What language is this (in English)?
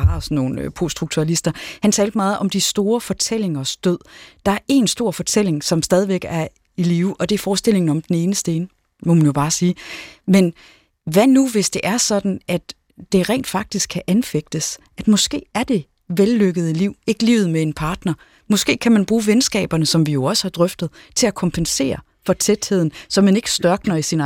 Danish